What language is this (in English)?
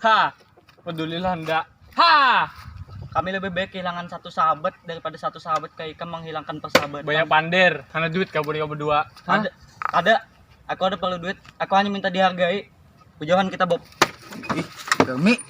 Banjar